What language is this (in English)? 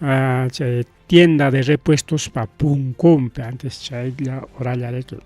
Ayacucho Quechua